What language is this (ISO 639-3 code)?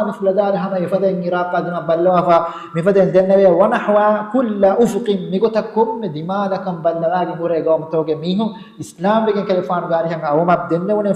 div